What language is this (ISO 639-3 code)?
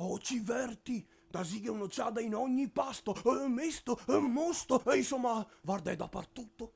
vec